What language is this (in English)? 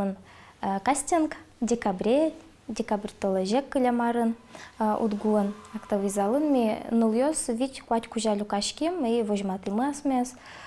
Udmurt